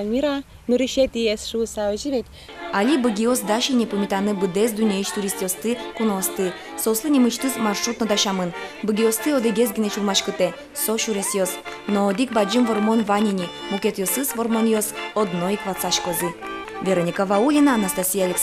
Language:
Udmurt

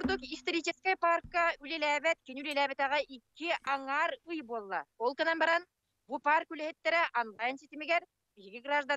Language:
Yakut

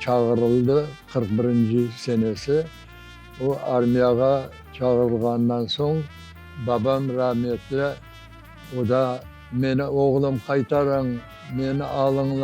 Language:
Crimean Tatar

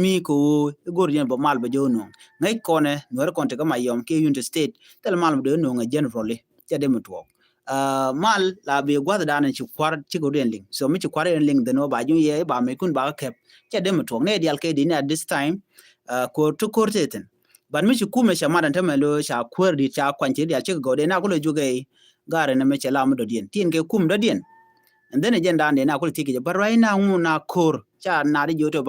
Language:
Nuer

